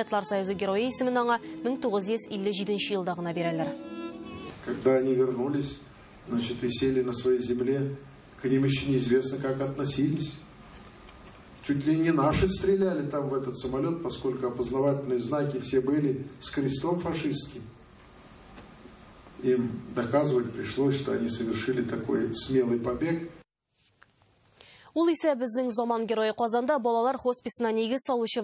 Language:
Tatar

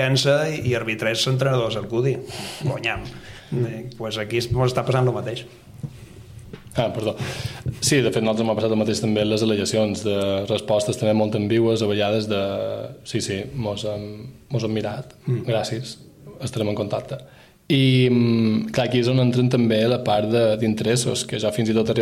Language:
Catalan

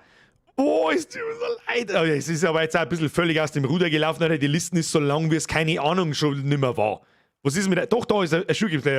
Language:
Bavarian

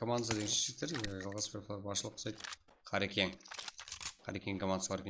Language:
Kara-Kalpak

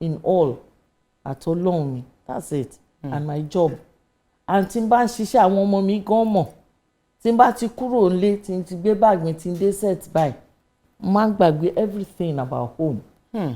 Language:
Yoruba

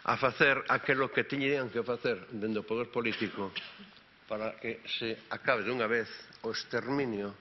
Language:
Galician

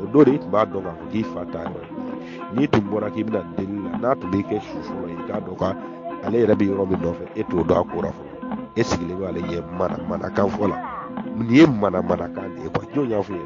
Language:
Bambara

